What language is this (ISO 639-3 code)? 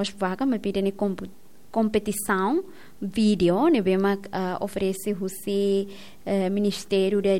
tet